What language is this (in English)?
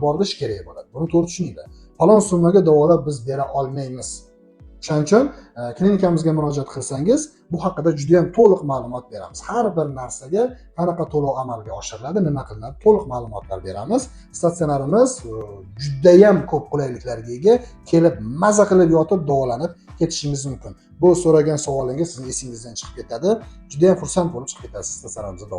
Uzbek